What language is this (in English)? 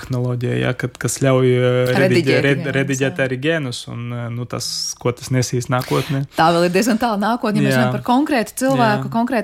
Latvian